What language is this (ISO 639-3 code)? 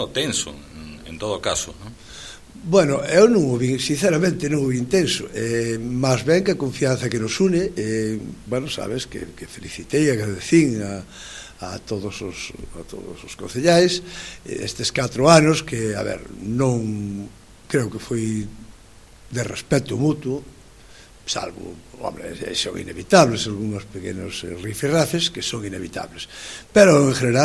glg